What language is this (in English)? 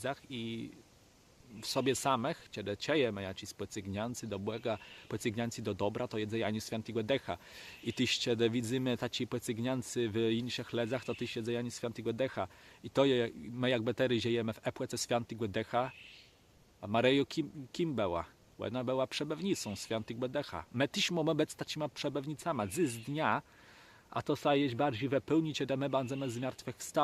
Kashubian